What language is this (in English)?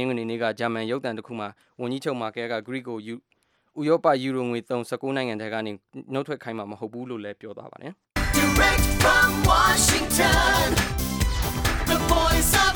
Burmese